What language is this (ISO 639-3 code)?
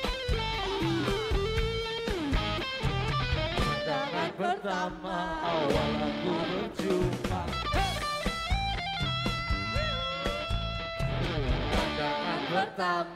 ind